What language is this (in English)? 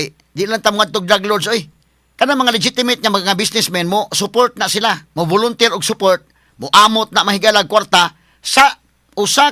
Cebuano